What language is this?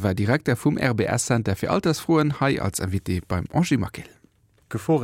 Luxembourgish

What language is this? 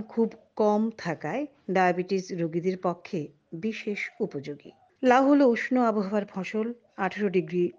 Bangla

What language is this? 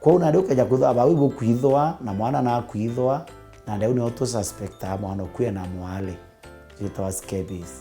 Meru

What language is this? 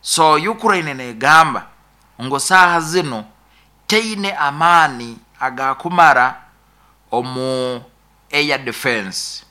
Nyoro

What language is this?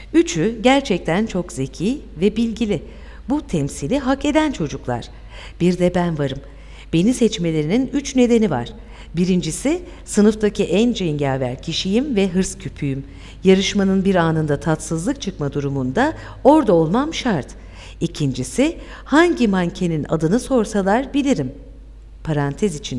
Turkish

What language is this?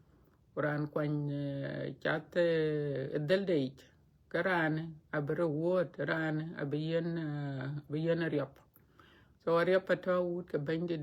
Dinka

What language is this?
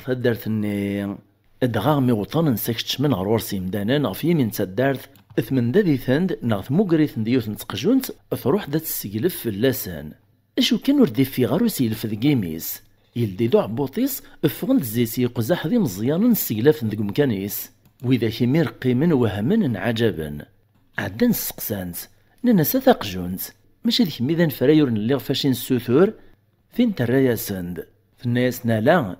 Kabyle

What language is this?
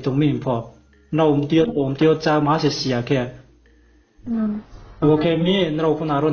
Riang (India)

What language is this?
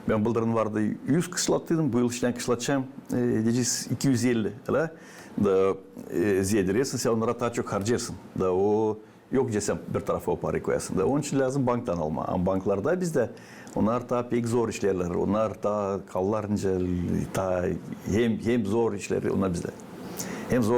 Gagauz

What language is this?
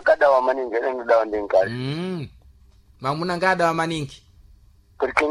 Sena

